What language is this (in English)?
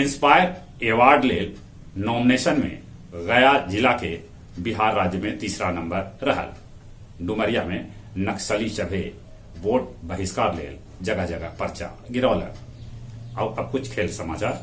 Magahi